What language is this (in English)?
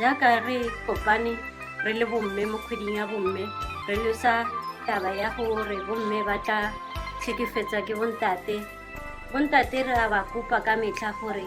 Tswana